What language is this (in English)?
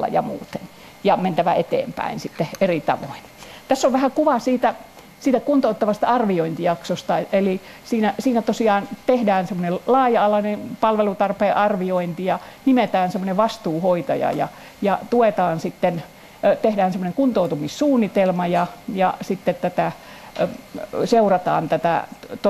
Finnish